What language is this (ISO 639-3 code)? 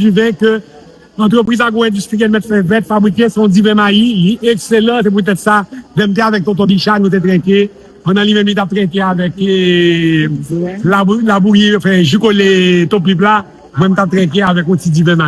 hat